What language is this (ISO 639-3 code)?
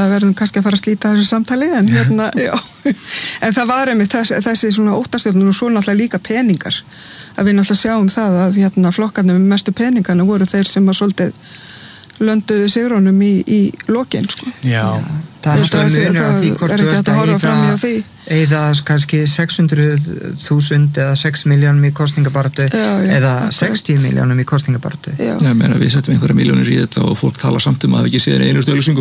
isl